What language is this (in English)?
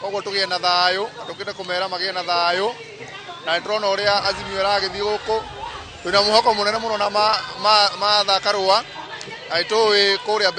Kikuyu